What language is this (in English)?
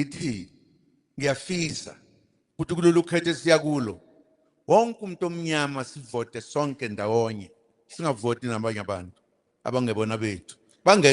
Zulu